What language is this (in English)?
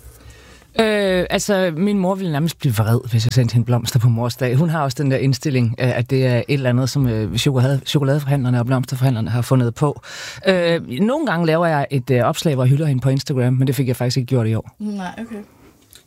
Danish